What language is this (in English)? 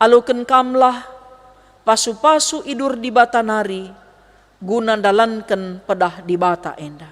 Batak Karo